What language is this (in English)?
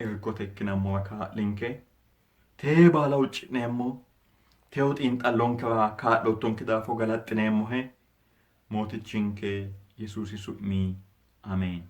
Sidamo